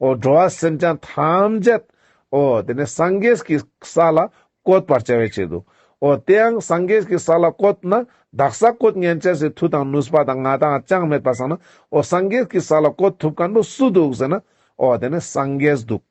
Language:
Ladakhi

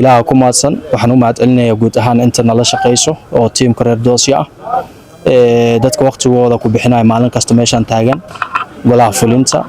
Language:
Somali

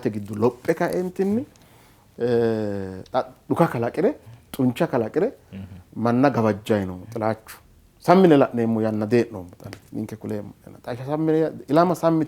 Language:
Sidamo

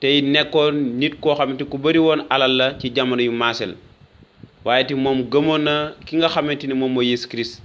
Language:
Wolof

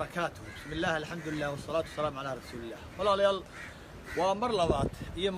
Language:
Somali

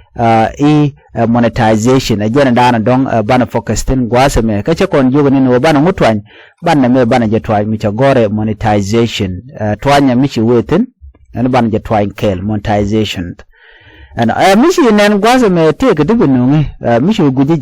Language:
Nuer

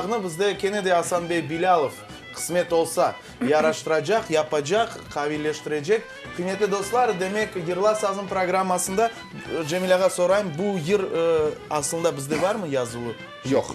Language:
Crimean Tatar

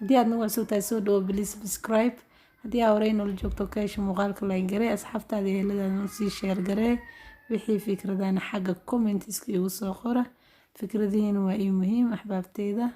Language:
Somali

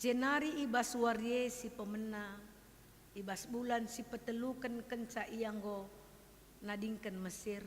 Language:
Batak Karo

